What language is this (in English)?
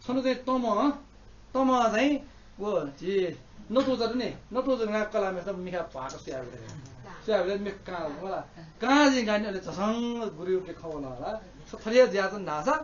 Newari